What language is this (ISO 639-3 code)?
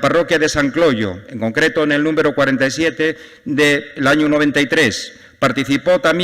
ast